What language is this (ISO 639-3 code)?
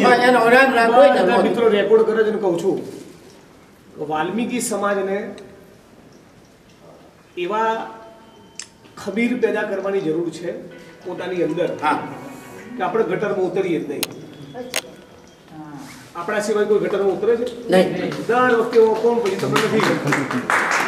guj